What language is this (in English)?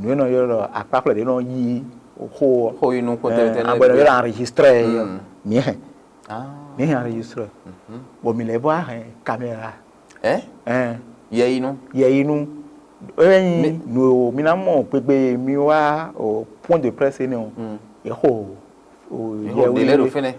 Fon